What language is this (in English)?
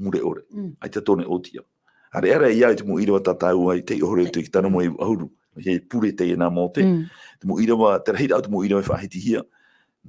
Tahitian